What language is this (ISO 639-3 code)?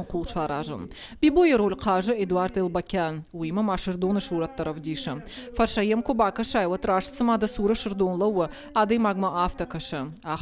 oss